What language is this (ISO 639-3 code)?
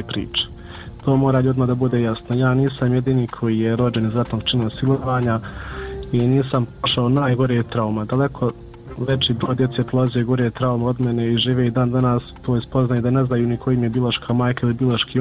bos